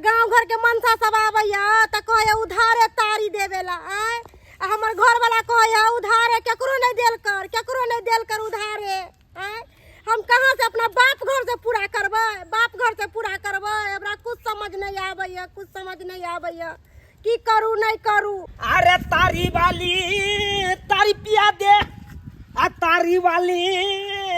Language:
Maithili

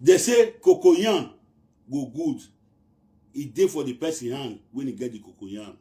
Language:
Nigerian Pidgin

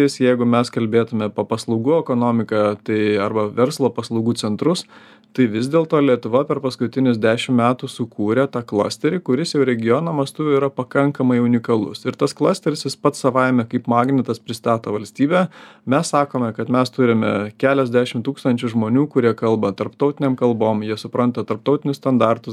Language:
Lithuanian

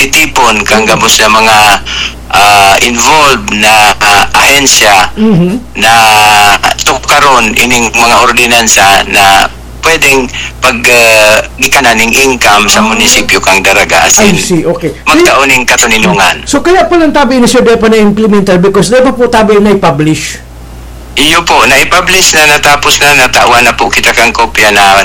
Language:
Bikol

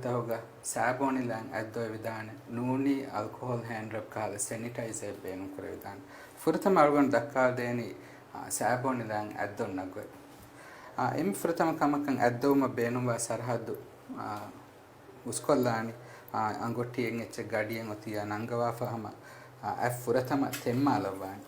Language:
Divehi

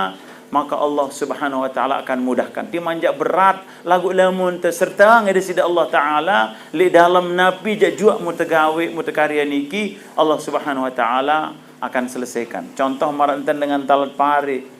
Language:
Sasak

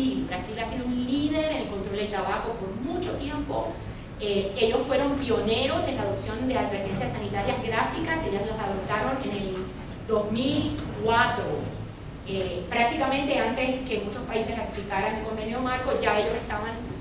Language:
Spanish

